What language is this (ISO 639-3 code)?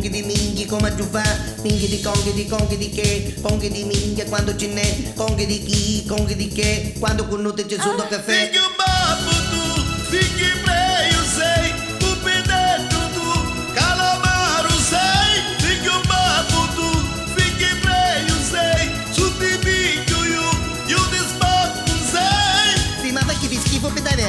nap